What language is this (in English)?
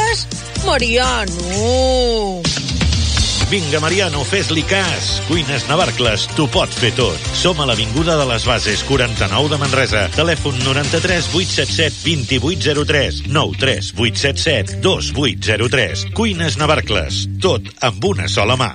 Catalan